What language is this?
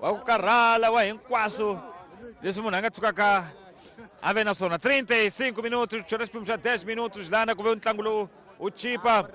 Tsonga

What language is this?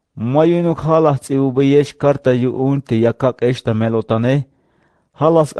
Tzeltal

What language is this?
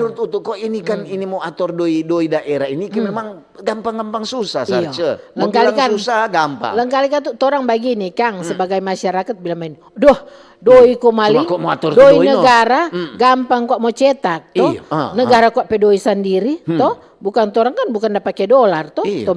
Manado Malay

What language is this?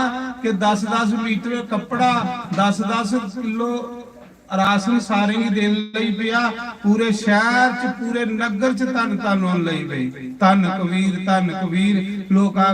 Dogri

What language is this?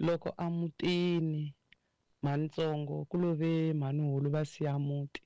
Tsonga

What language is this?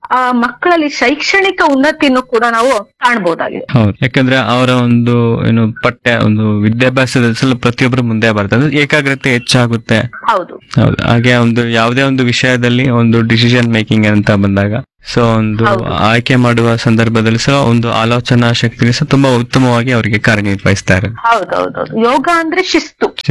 Kannada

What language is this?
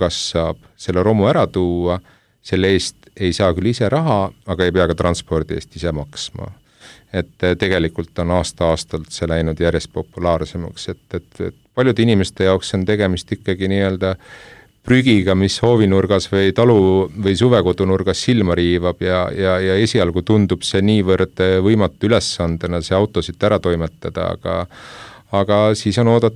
Estonian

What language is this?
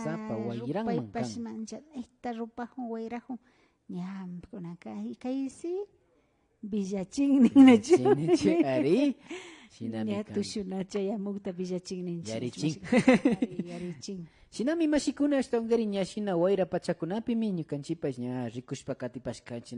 Imbabura Highland Quichua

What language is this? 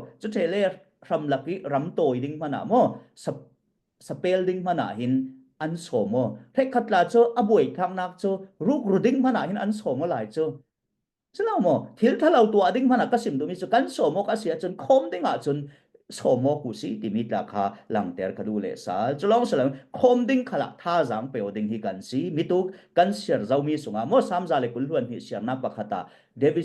Falam Chin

